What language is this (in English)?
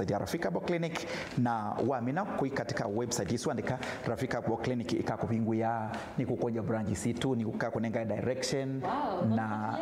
Kamba